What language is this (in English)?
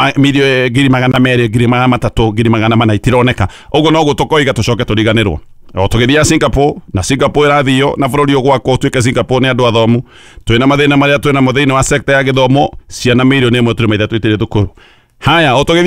Kikuyu